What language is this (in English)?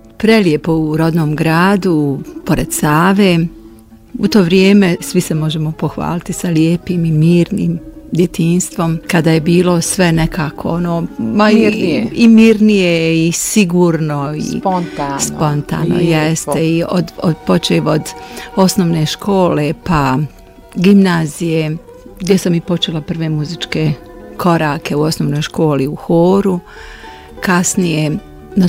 Bosnian